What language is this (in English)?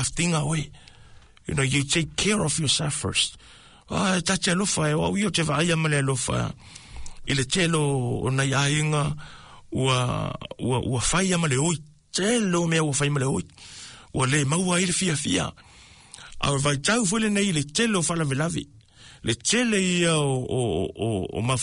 Samoan